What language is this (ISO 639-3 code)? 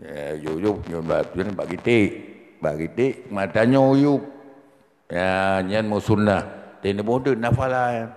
ace